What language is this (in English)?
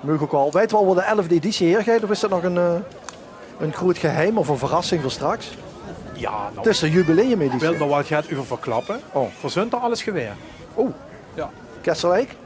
Limburgish